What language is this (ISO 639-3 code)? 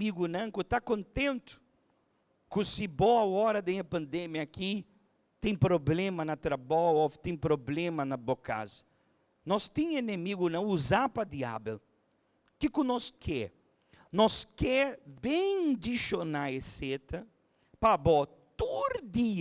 pap